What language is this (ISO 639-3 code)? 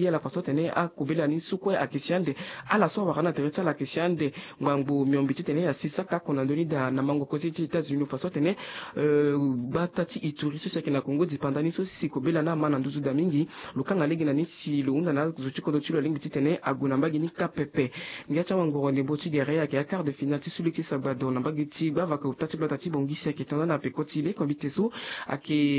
sag